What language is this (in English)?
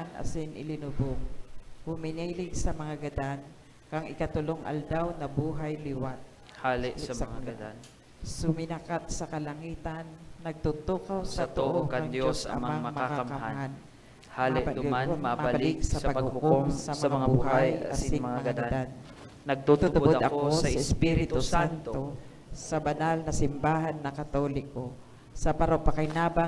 Bikol